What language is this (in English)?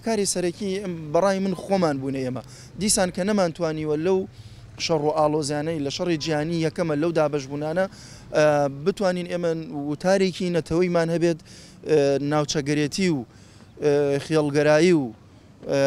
Central Kurdish